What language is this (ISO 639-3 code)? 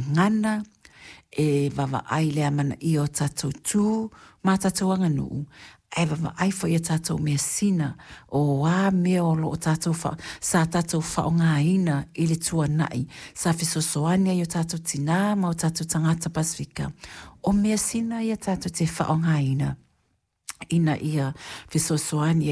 smo